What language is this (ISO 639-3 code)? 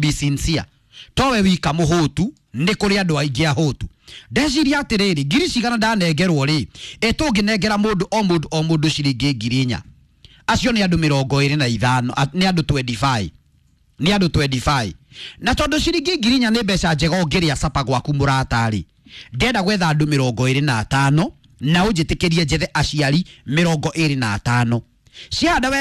kik